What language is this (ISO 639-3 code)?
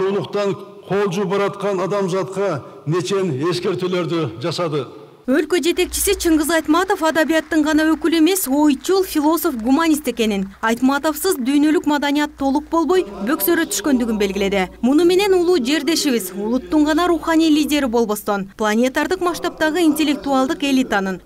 kir